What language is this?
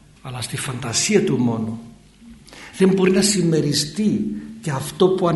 Greek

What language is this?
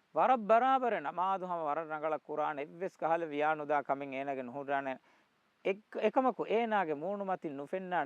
Divehi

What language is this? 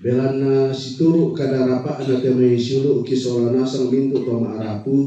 Toraja-Sa'dan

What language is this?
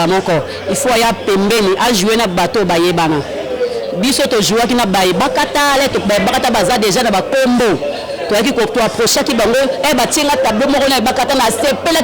Lingala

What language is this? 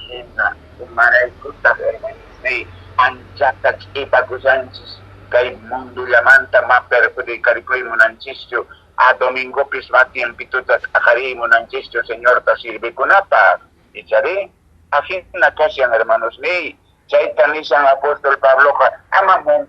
Quechua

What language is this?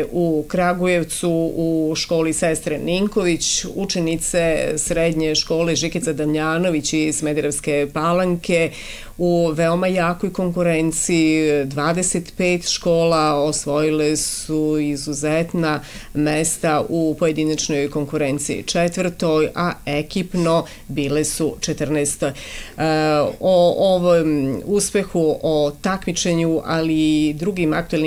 Serbian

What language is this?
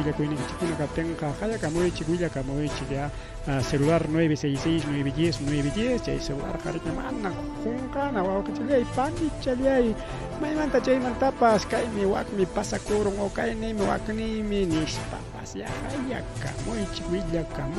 Ayacucho Quechua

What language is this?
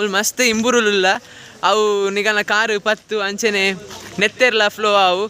Tulu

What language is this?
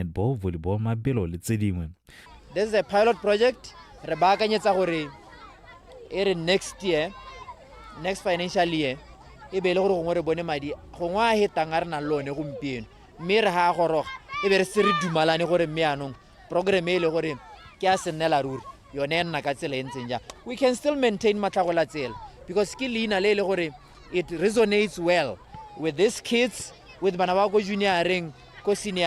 Tswana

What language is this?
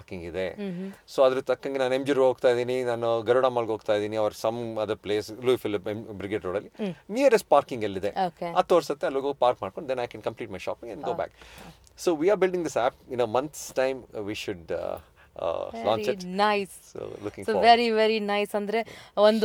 Kannada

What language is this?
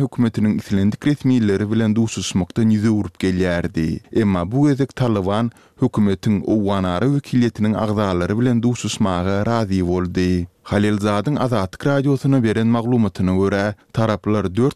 Turkmen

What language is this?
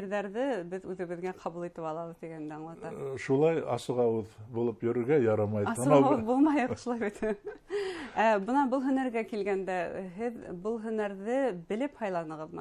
Bashkir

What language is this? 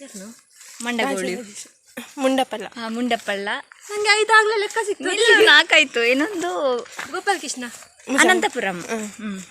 Tulu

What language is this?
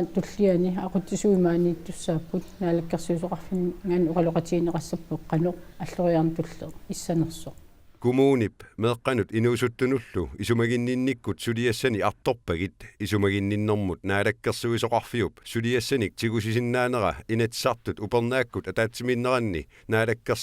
Kalaallisut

